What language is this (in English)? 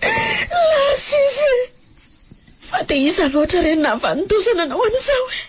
Malagasy